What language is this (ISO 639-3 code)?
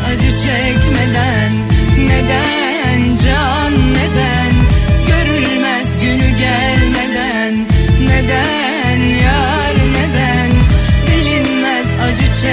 tur